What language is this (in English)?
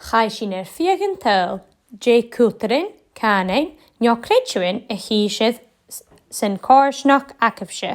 Scottish Gaelic